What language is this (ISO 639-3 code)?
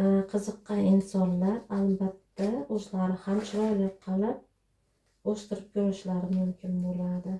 uzb